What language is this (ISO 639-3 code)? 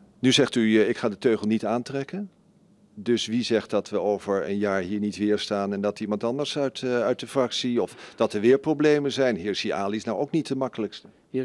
nld